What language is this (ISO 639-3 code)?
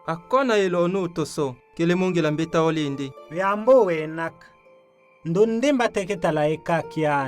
tll